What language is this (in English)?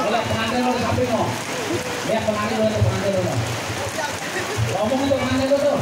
Betawi